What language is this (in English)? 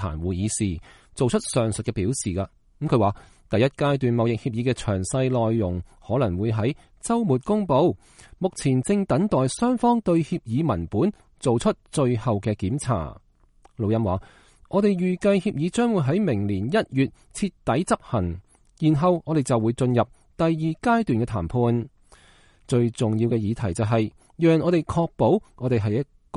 Cantonese